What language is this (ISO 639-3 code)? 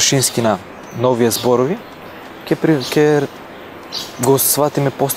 mkd